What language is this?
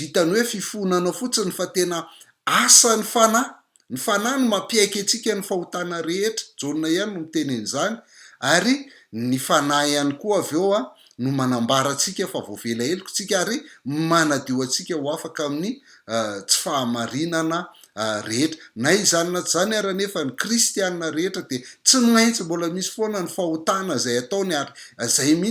Malagasy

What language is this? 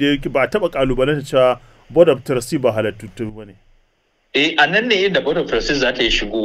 Hausa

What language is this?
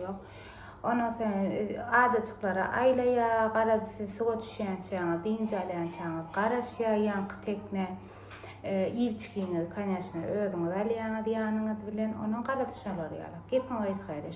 Turkmen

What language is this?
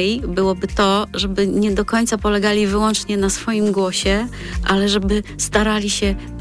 Polish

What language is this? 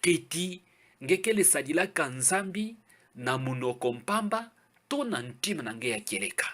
Kituba (Democratic Republic of Congo)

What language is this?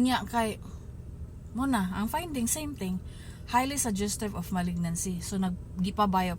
Cebuano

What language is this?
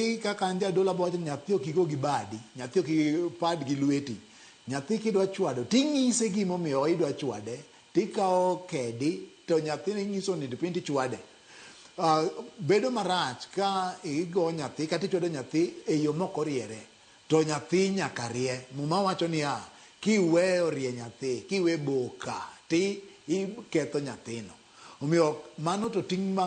Luo (Kenya and Tanzania)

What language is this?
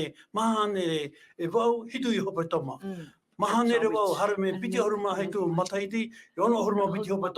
Tahitian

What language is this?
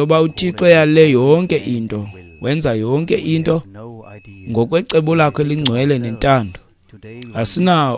Xhosa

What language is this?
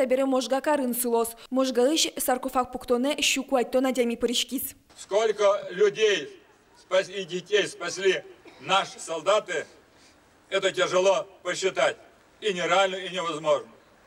Udmurt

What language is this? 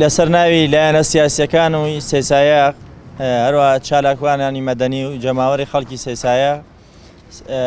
Central Kurdish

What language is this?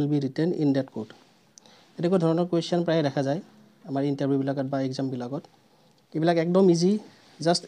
Assamese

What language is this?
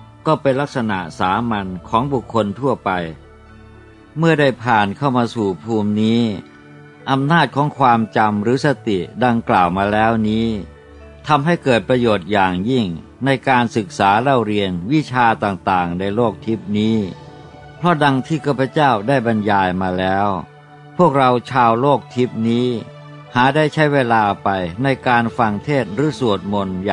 Thai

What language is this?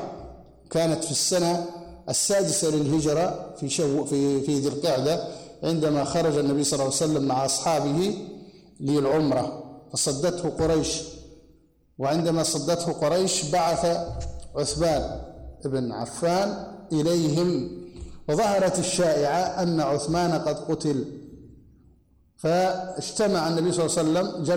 Arabic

